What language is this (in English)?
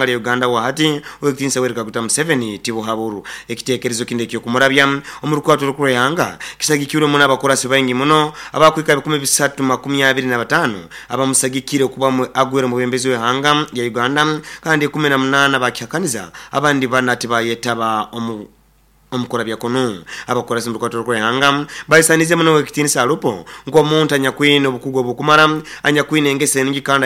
Nyoro